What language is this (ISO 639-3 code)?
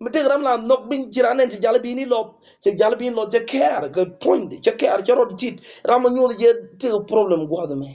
nus